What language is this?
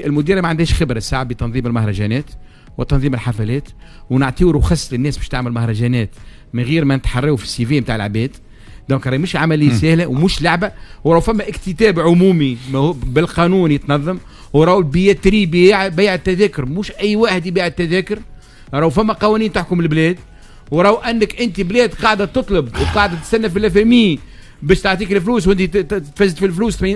Tunisian Arabic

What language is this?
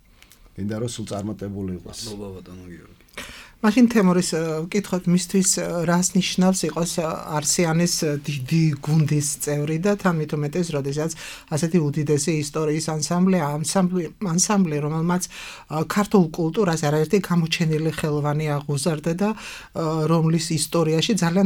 Georgian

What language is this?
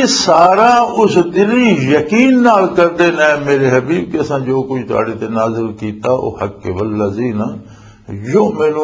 Western Panjabi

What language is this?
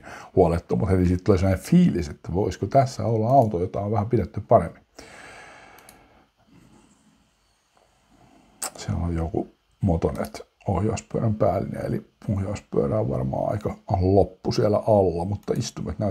Finnish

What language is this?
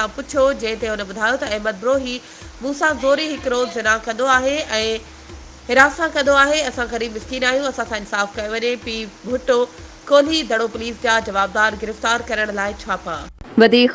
Sindhi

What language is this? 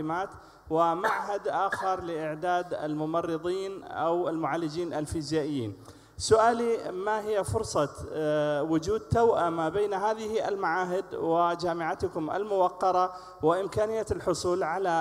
Arabic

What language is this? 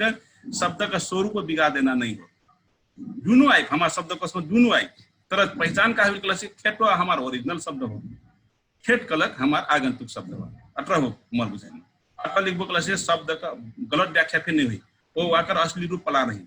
Dangaura Tharu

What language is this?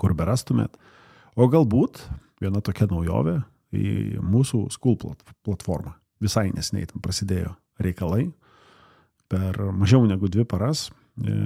Lithuanian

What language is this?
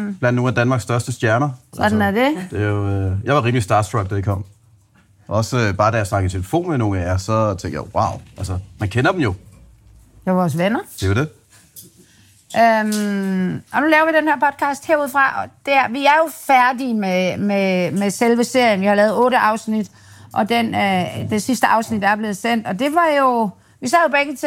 Danish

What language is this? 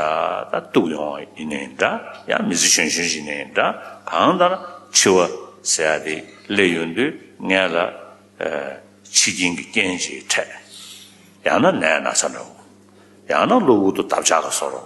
Tibetan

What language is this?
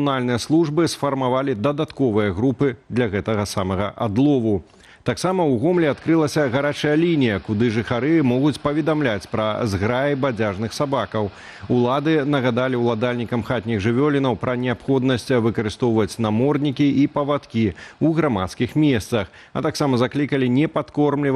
Belarusian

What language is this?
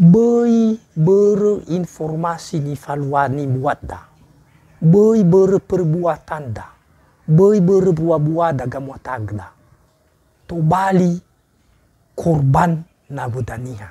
Nias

